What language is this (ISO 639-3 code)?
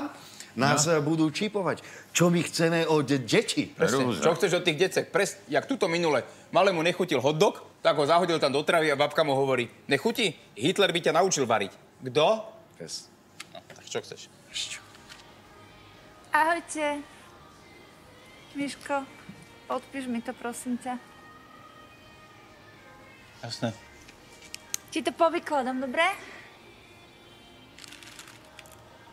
slk